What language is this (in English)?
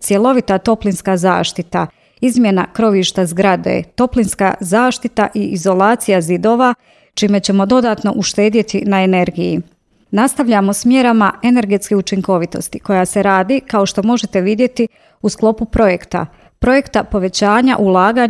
Croatian